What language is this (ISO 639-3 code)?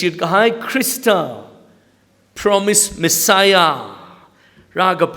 nmf